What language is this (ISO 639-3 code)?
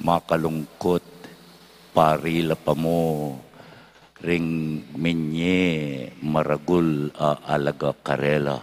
pam